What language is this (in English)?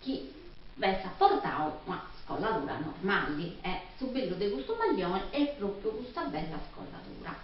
Sardinian